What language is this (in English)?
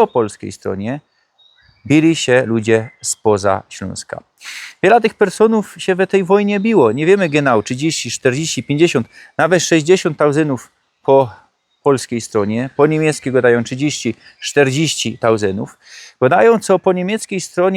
Silesian